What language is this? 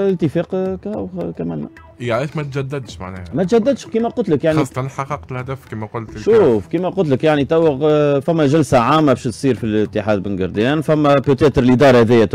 Tunisian Arabic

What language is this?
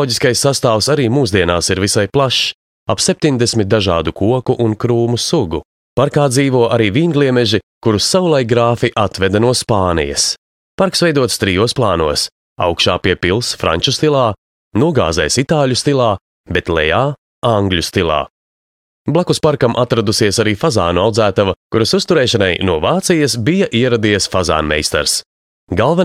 Latvian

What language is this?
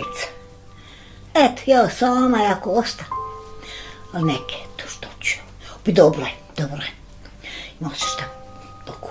Bosnian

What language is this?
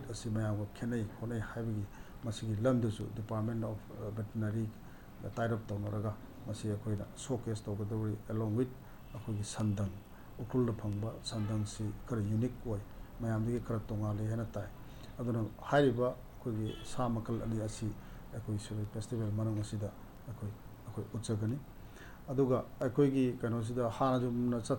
Manipuri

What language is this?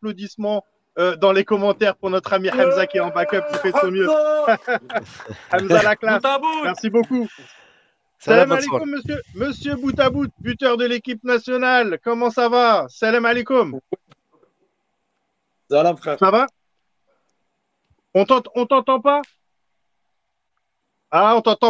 French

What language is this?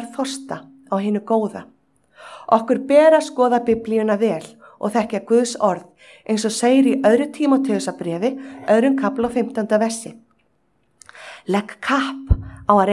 Icelandic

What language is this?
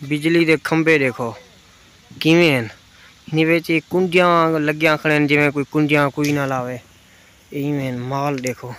Saraiki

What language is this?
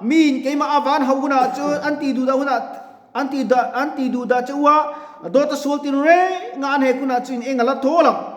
Mizo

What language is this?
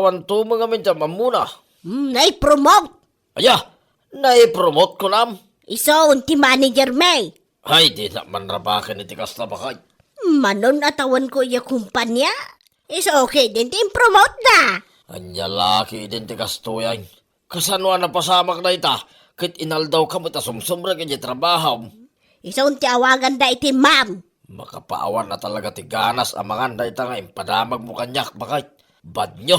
Iloko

